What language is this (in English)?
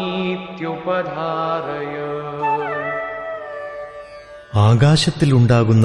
Malayalam